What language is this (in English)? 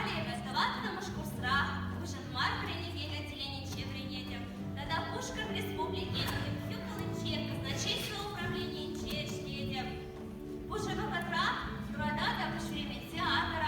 Chuvash